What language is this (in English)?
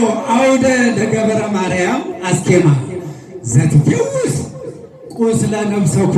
Amharic